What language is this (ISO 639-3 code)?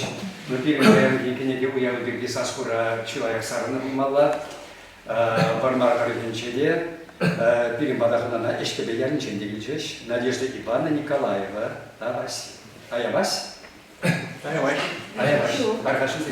chv